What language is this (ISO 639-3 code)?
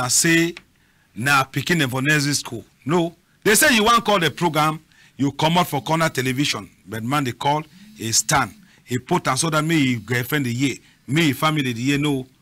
wes